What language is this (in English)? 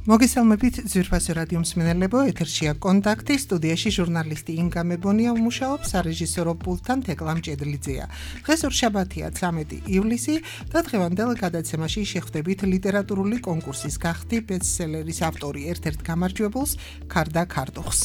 Georgian